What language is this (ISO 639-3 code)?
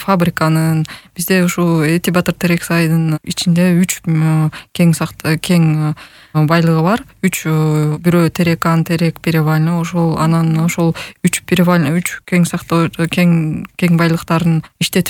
kir